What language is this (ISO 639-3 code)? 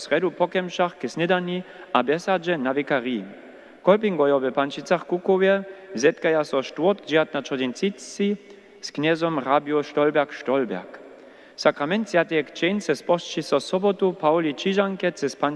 hsb